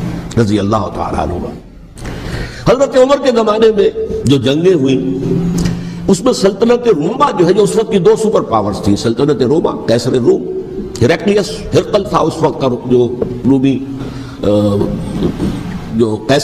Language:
Urdu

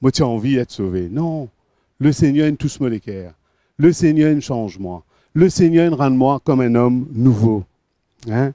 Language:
Morisyen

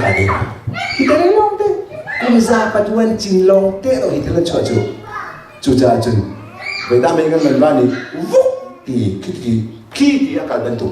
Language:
Hakha Chin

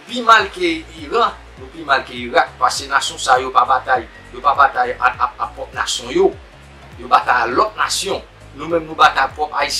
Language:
Haitian Creole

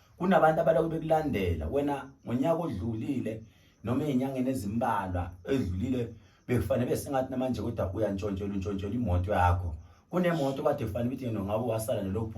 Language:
Zulu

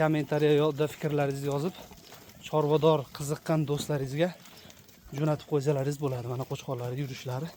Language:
Uzbek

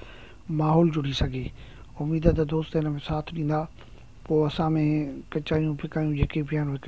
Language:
Sindhi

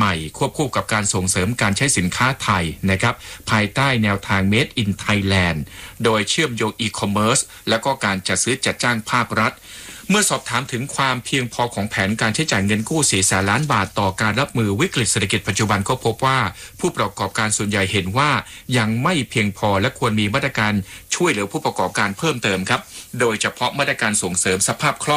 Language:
Thai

